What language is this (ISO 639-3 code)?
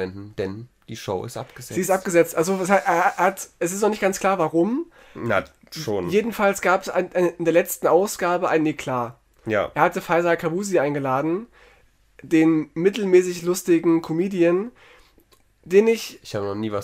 deu